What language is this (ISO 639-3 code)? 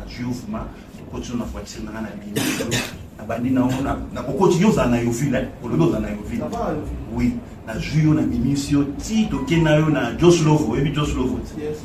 lin